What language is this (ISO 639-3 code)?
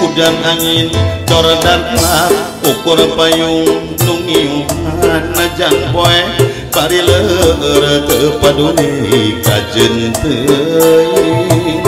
sun